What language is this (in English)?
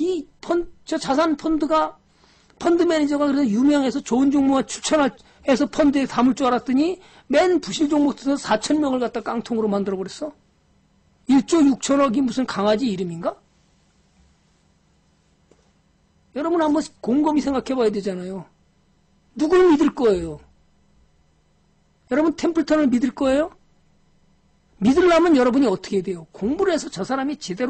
Korean